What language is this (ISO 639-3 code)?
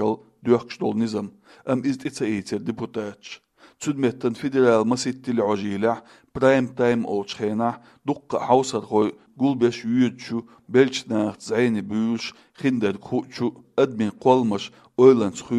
che